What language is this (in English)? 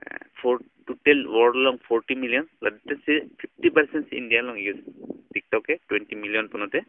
Karbi